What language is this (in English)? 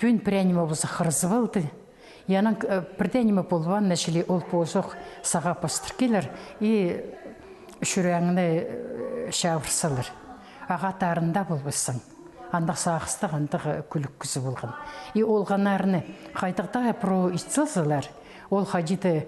Khakas